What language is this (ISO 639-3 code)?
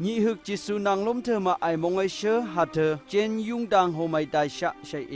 nph